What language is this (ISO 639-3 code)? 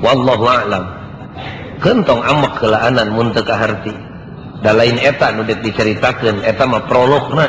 sun